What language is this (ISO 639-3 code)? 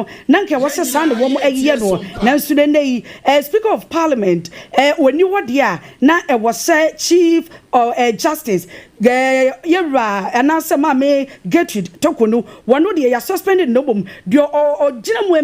aka